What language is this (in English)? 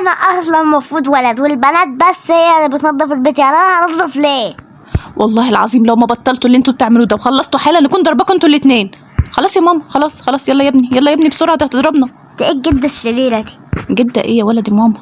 Egyptian Arabic